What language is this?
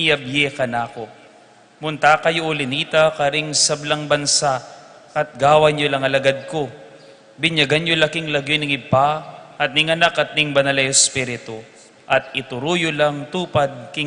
Pampanga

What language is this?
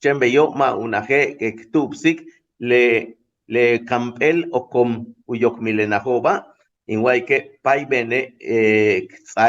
Yucateco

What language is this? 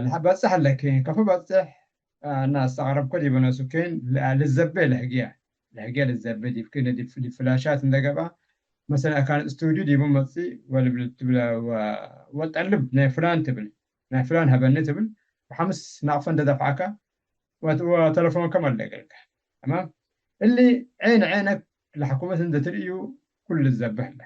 Tigre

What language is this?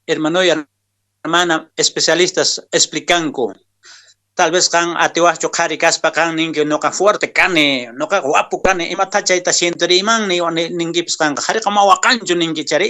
Quechua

